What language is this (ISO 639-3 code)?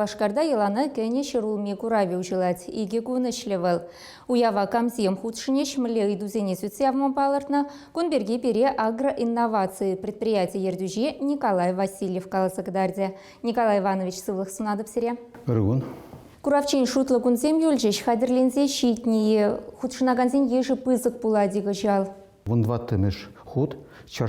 chv